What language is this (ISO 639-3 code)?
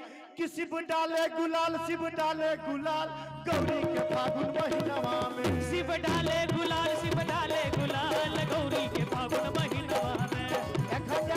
mai